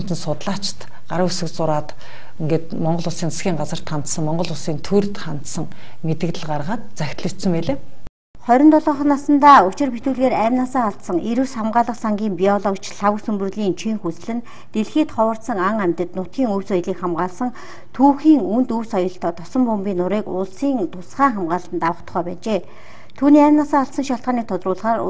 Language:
Mongolian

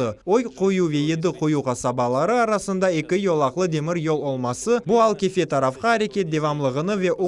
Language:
Crimean Tatar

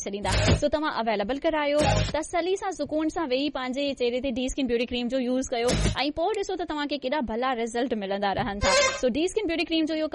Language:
Sindhi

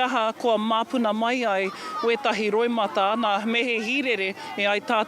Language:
Māori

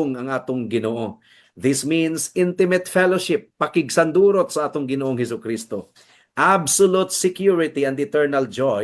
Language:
Cebuano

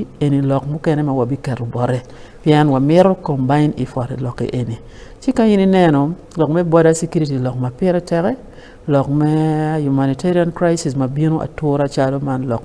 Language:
Acoli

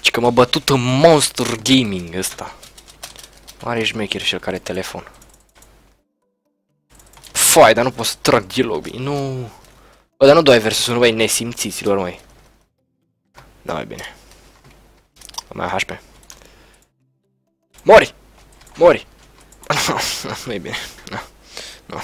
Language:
Romanian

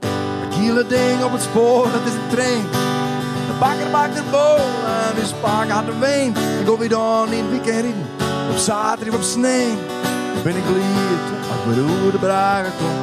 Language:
Western Frisian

